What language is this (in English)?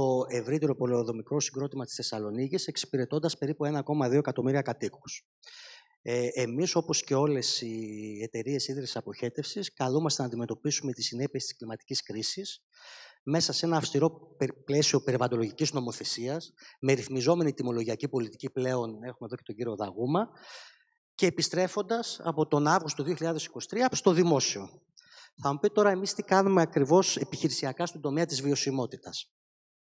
Greek